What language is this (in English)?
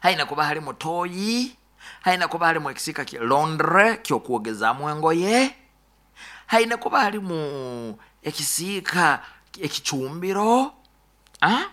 Nyoro